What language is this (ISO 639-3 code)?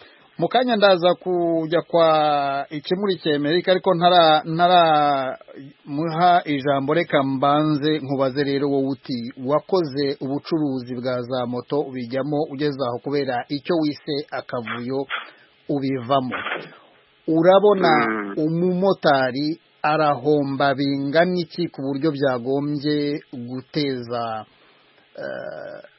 kin